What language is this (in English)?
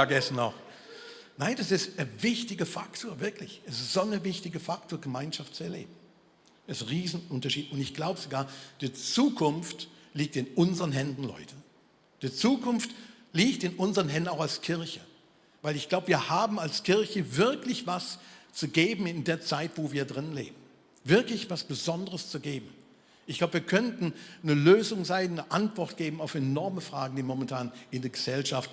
Swiss German